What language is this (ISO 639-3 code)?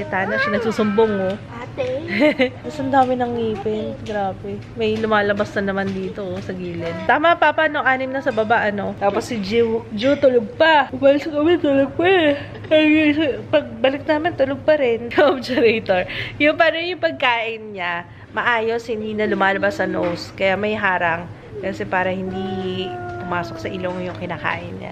fil